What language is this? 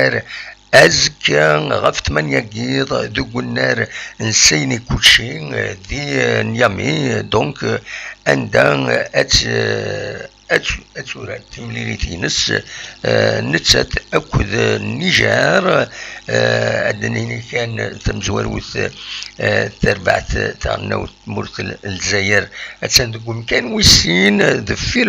Kabyle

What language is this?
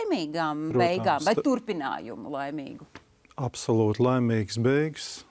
Latvian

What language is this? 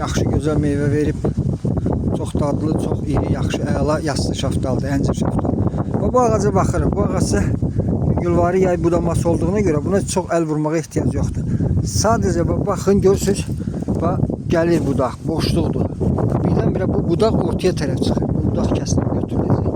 Azerbaijani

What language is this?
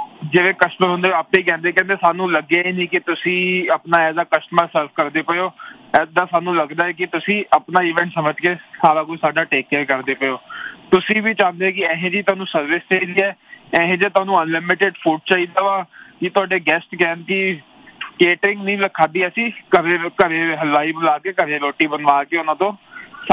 Punjabi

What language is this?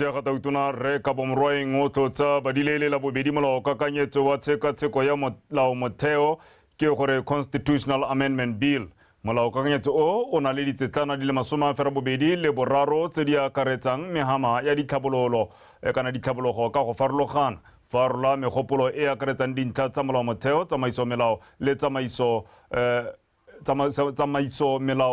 Tswana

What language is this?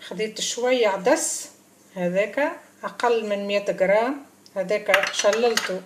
Tunisian Arabic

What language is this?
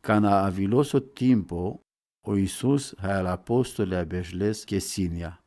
Romany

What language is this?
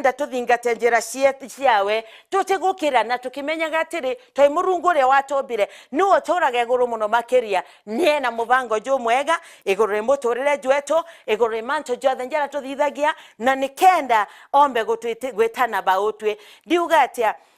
Meru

